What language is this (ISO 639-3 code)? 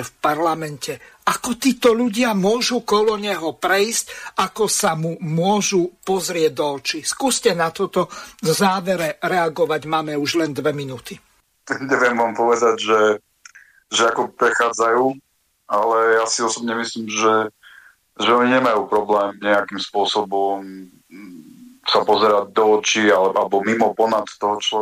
slk